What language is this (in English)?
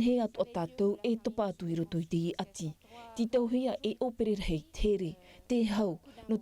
Tahitian